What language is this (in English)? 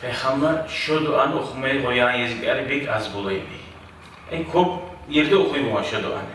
Kumyk